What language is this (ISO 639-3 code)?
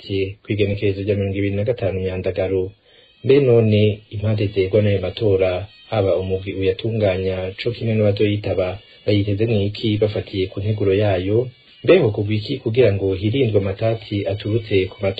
run